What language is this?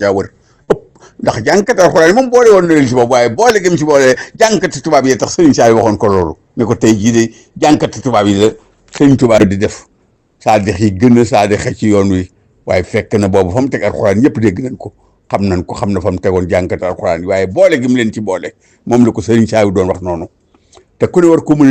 Wolof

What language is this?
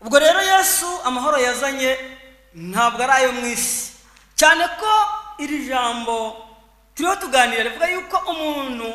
Kinyarwanda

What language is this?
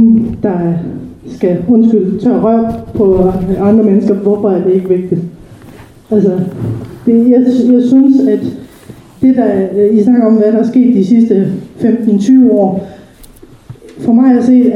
Danish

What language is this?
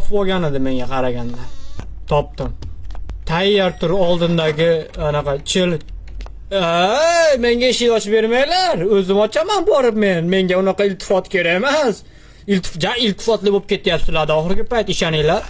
Uzbek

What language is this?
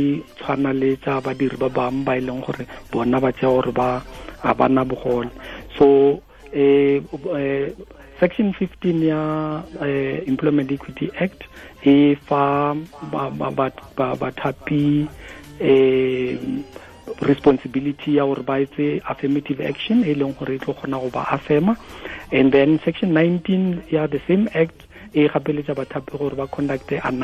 Tswana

